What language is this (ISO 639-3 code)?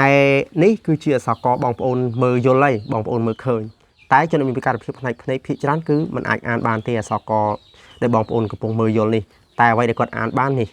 khm